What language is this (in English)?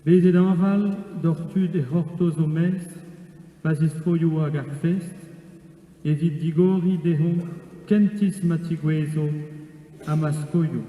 Breton